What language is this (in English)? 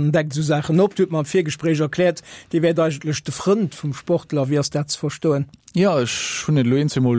Luxembourgish